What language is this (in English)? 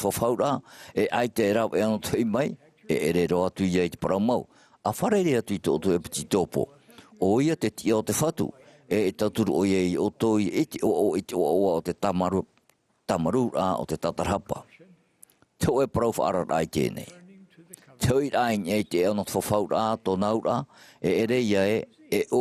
Tahitian